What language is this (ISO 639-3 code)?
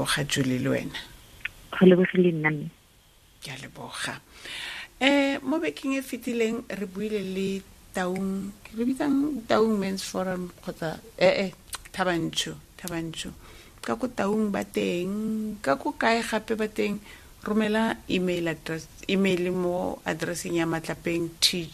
tsn